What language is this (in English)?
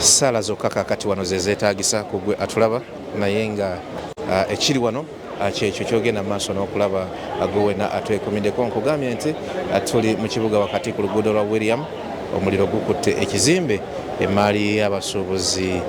Ganda